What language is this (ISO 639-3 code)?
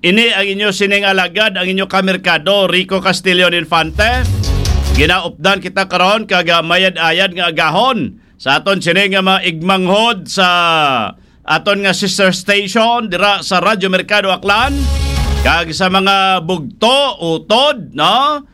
hil